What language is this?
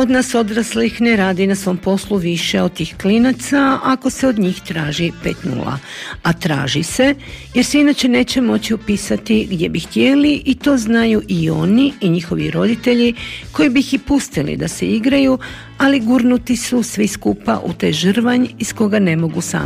Croatian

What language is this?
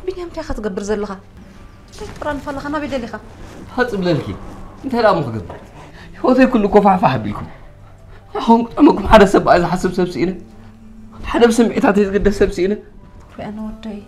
Tigrinya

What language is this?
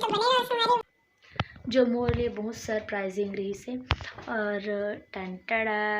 Chhattisgarhi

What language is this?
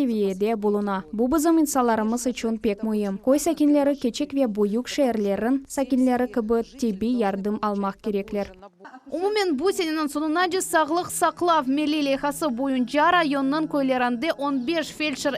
Crimean Tatar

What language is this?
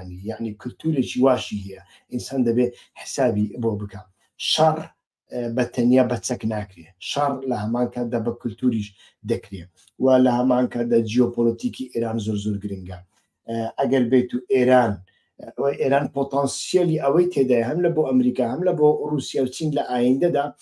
Central Kurdish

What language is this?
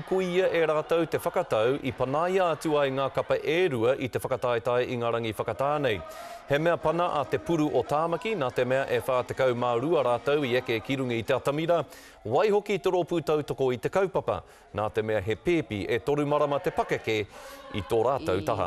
Māori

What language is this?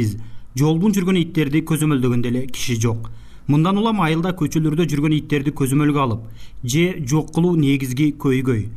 Kyrgyz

